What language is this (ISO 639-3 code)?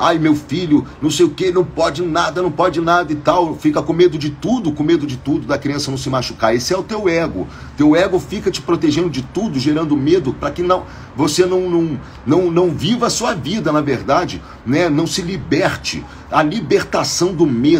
por